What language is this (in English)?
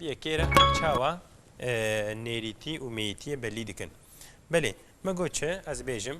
Kurdish